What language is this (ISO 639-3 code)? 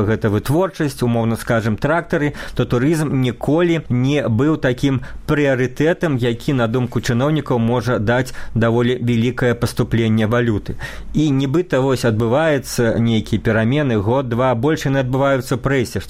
bel